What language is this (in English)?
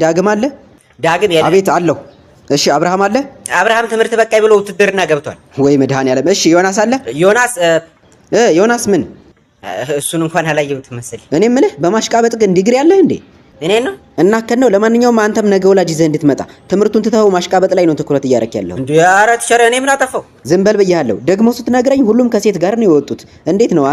Amharic